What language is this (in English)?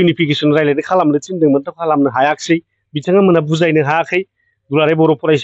Bodo